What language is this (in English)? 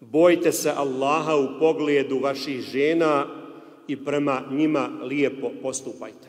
Bosnian